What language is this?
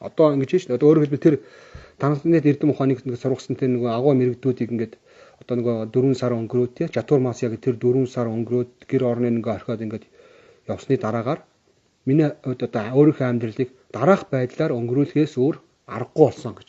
Mongolian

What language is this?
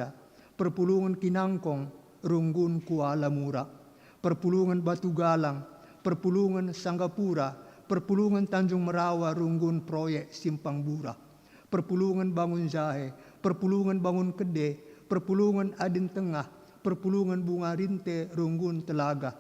Batak Karo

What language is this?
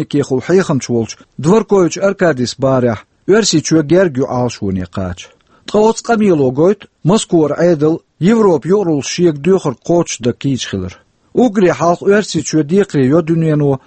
Chechen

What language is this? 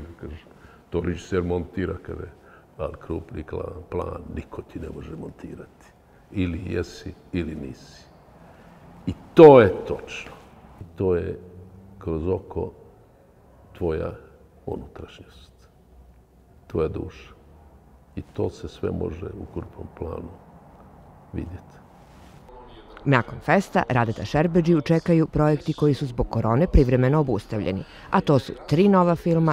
Serbian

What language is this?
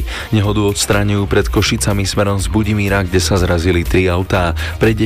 Slovak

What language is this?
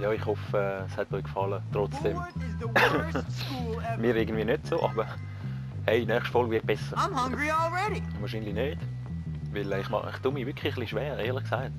Swiss German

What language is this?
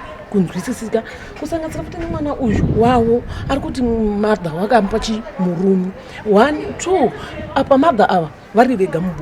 Shona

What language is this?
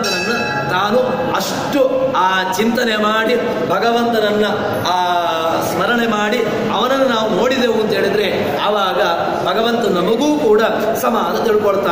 Kannada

